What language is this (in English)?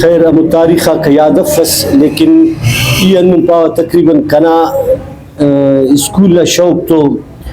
Brahui